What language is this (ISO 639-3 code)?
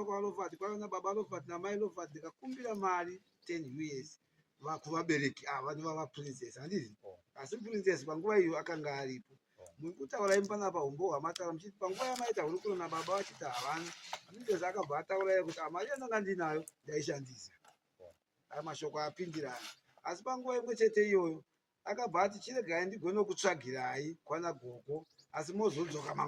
sna